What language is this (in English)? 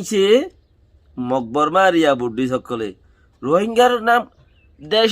Rohingya